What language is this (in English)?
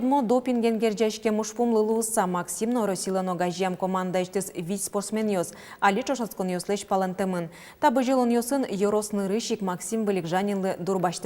Udmurt